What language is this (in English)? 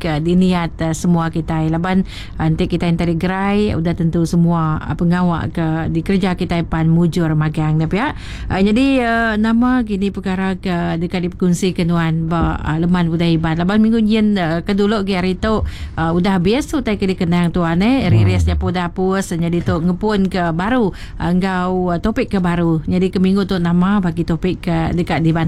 Iban